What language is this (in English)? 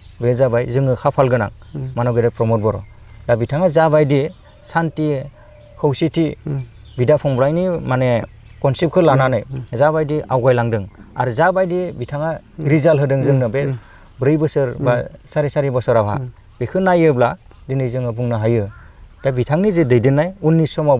Bodo